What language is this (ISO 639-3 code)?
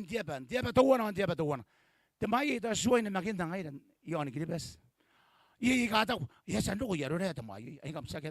gil